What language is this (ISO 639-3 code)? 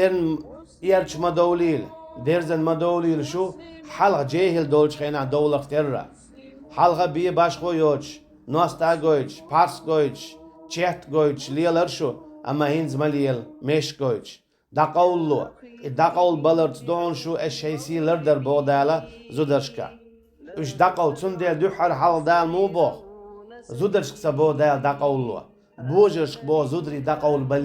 che